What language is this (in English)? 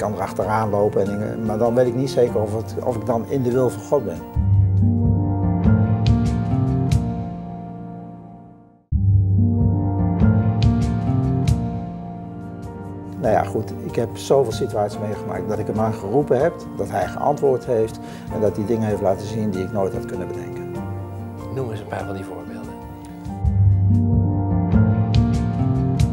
Dutch